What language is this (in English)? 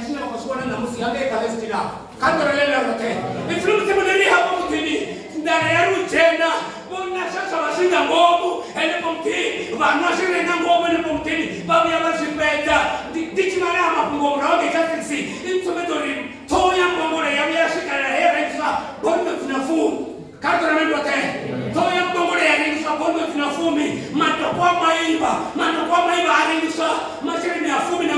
Venda